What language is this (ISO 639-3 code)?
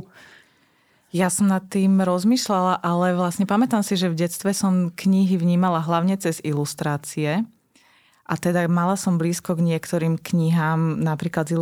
slk